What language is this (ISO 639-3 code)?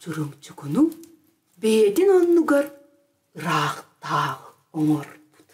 sah